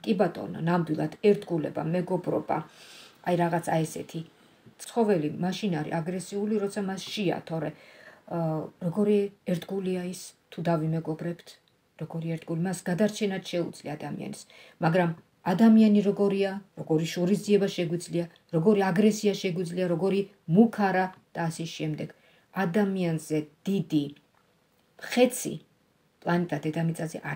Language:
Georgian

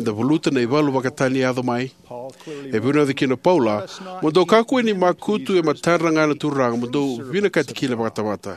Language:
Fijian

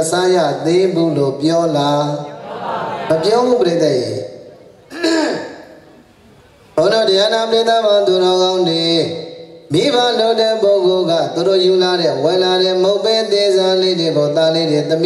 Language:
Burmese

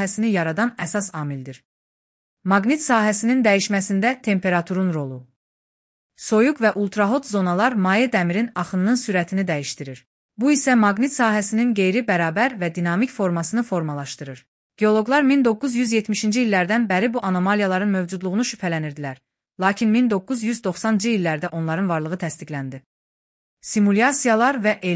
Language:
Azerbaijani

